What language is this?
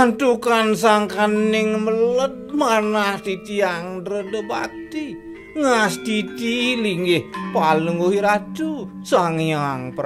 Balinese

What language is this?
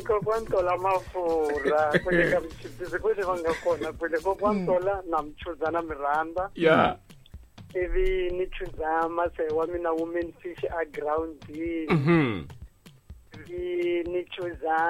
Tsonga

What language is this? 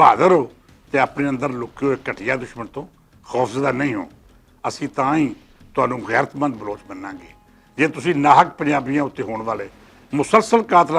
Western Panjabi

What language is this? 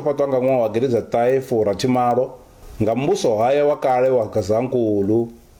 Venda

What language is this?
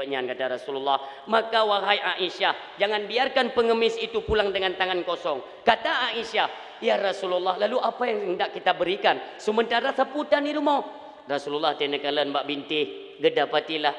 Achinese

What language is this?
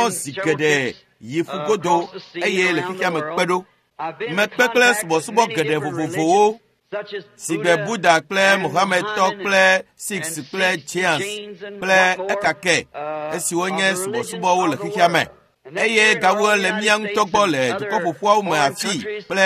Ewe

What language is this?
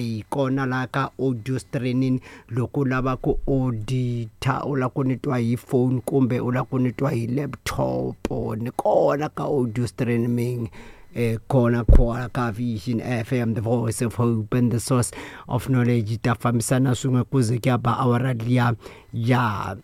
Tsonga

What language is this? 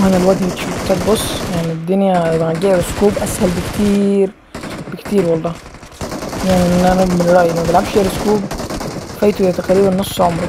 Egyptian Arabic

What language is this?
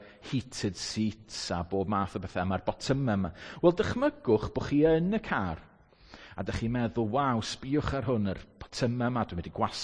Welsh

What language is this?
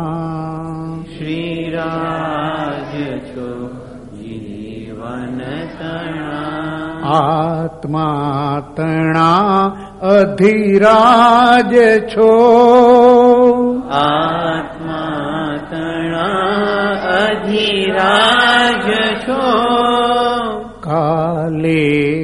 Gujarati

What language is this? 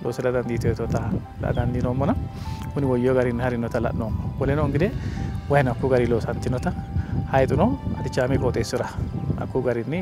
Sidamo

